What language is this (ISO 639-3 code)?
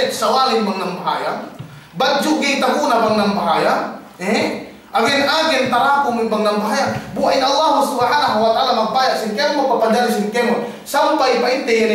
yka